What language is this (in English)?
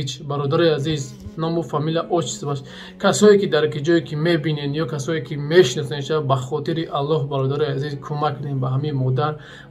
Tajik